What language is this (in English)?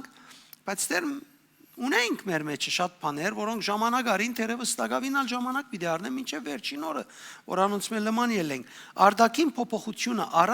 Western Armenian